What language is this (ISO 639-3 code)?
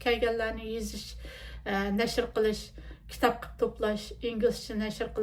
uig